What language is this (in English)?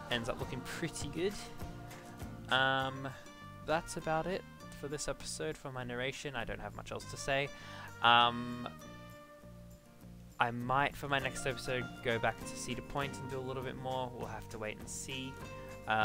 English